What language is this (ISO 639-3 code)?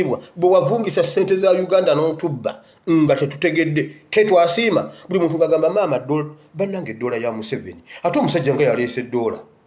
lug